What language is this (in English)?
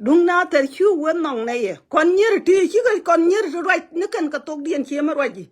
Nuer